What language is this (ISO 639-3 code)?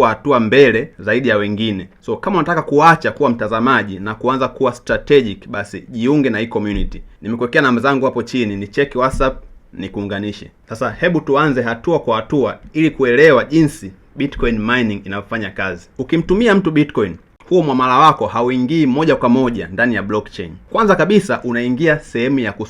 swa